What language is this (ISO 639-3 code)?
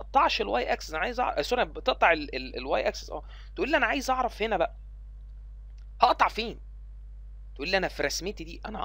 arz